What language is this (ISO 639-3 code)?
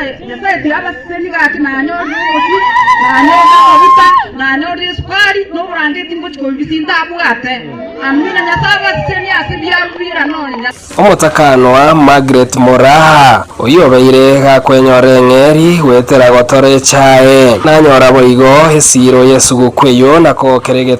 guz